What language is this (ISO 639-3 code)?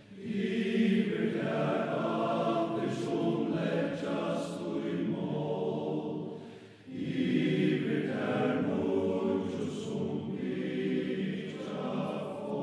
fao